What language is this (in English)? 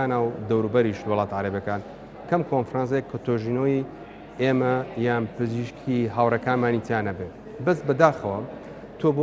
Central Kurdish